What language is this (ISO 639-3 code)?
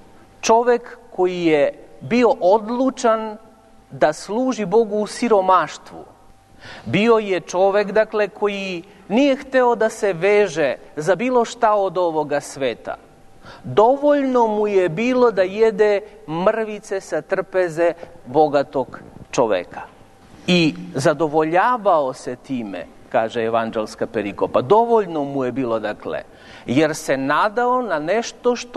srp